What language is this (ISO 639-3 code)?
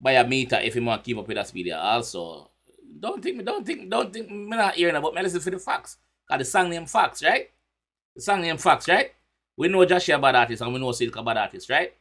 jam